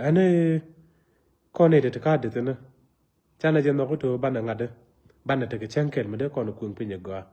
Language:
Nuer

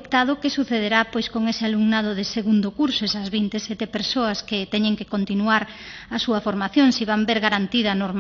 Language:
Galician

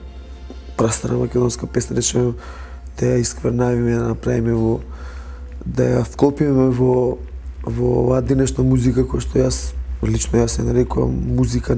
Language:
Macedonian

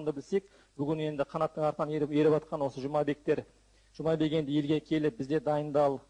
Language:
Kazakh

